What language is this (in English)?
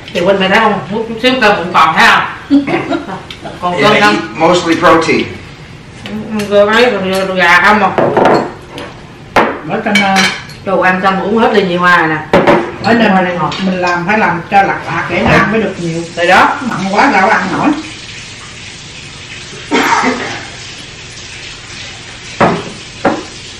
Vietnamese